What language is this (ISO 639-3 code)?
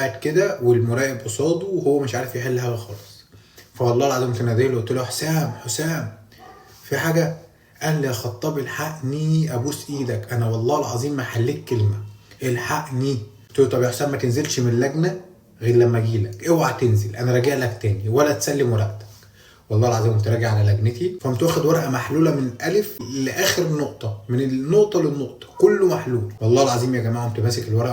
arz